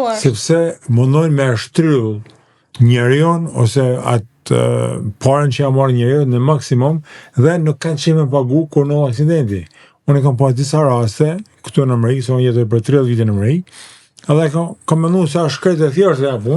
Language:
Albanian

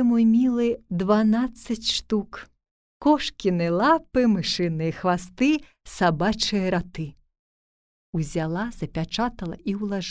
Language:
Belarusian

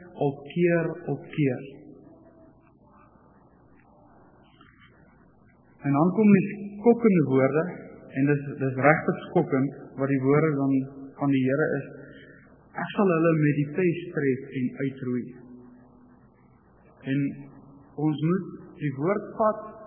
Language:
Afrikaans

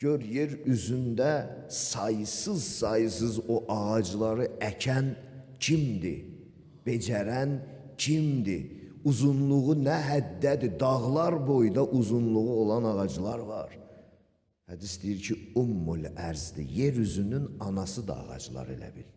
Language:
Azerbaijani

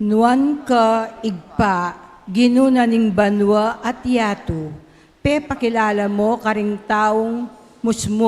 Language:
Pampanga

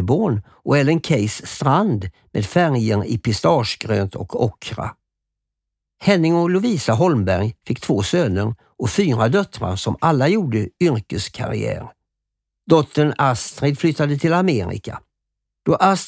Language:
Swedish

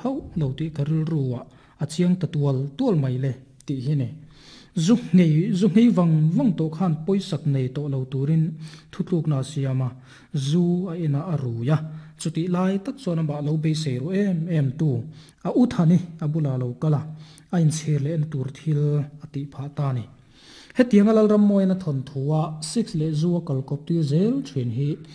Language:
Mizo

